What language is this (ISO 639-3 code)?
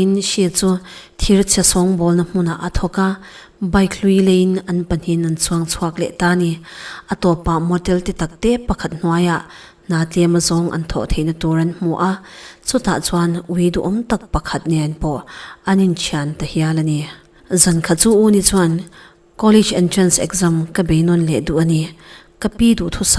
lus